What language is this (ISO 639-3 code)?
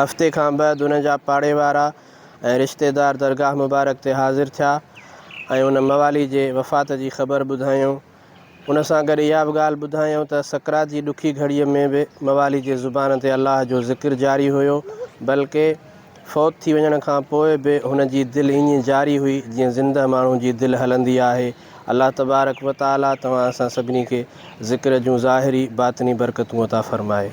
snd